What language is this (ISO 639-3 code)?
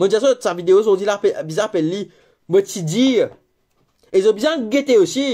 mfe